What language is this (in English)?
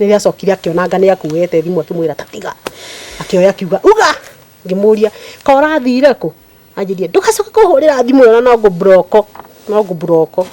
Kikuyu